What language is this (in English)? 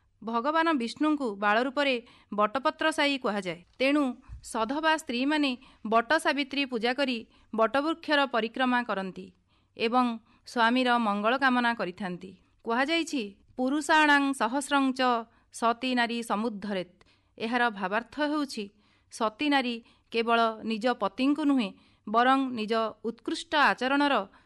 Odia